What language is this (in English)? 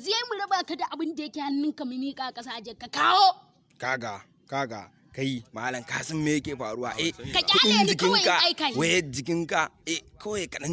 Hausa